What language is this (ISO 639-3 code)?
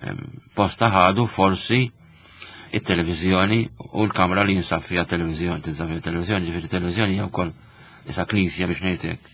mlt